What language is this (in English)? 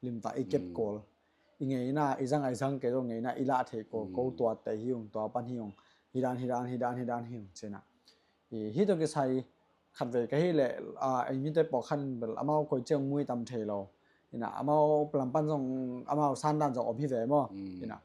Tedim Chin